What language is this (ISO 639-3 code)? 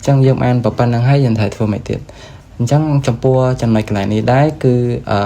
khm